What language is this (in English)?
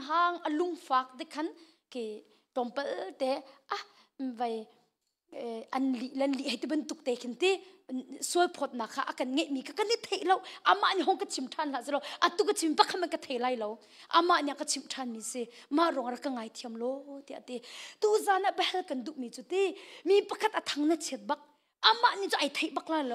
Hakha Chin